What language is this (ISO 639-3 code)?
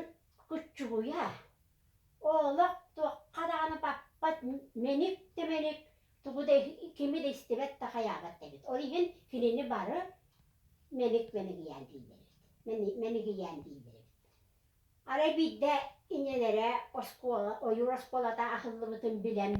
sah